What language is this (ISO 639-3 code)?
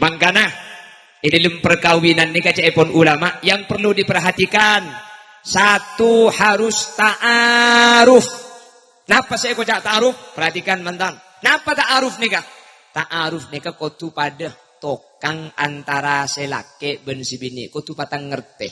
mad